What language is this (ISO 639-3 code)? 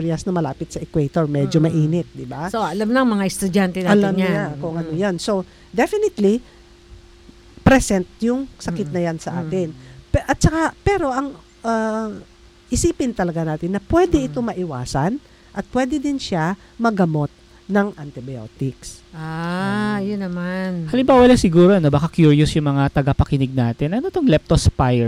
fil